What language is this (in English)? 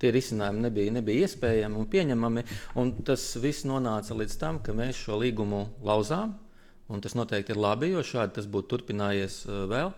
Latvian